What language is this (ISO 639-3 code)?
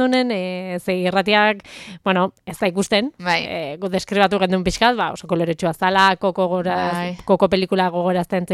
eus